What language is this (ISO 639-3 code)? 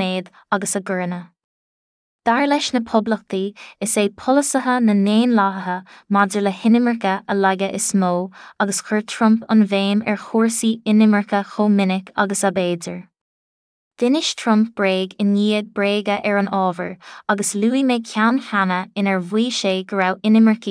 gle